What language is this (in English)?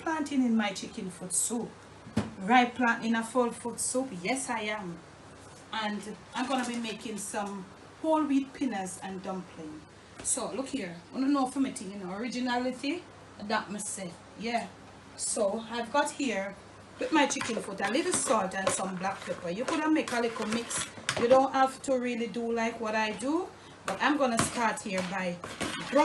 Jamaican Creole English